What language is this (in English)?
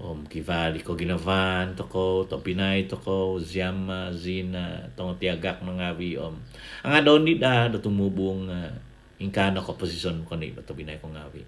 Central Dusun